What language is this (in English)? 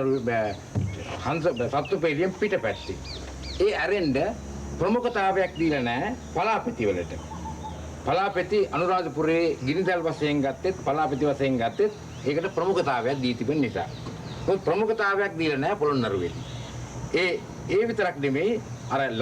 Sinhala